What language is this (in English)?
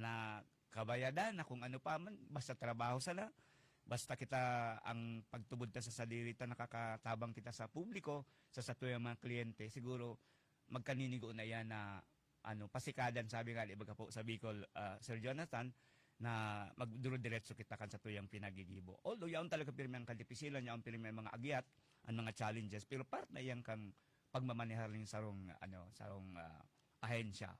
Bikol